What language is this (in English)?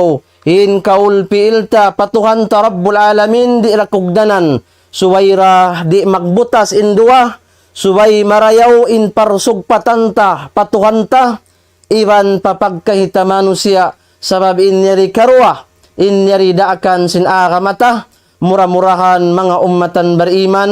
Tausug